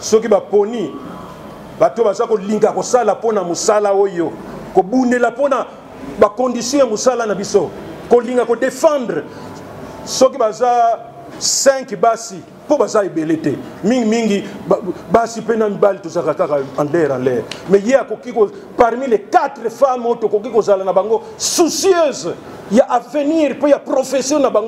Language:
Lingala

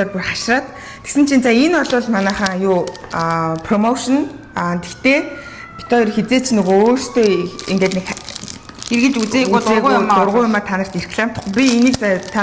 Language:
Mongolian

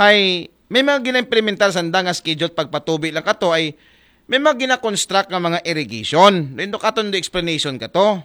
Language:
Aklanon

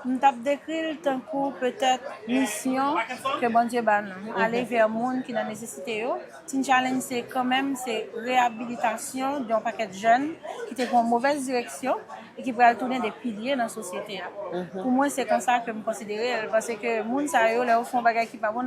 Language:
Haitian Creole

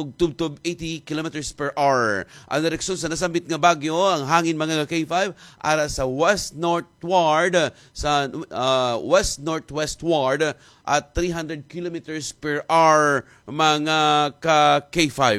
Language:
Hiligaynon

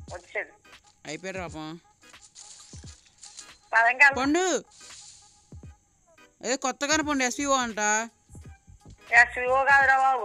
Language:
Telugu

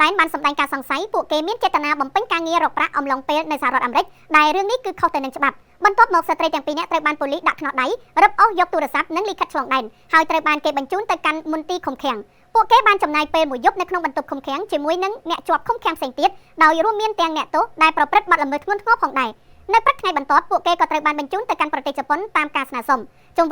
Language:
Khmer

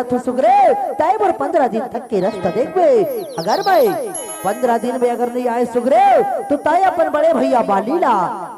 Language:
Chhattisgarhi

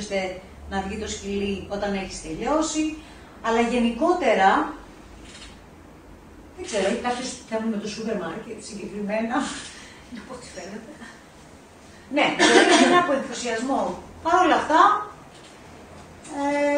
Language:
Greek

